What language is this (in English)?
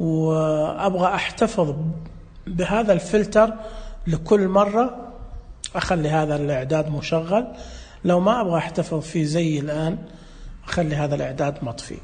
Najdi Arabic